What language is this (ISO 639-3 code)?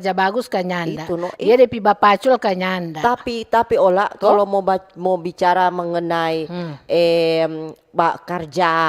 xmm